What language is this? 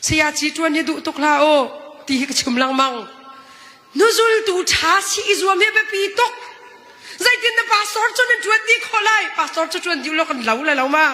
Hakha Chin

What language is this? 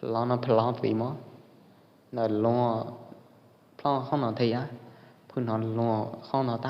Pwo Eastern Karen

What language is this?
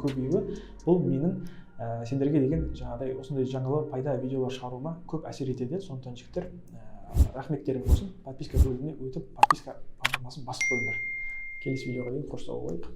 Kazakh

